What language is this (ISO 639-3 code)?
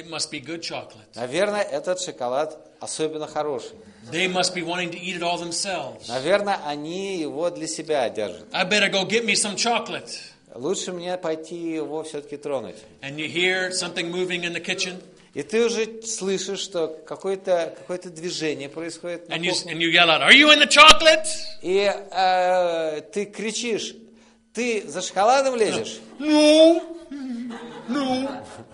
rus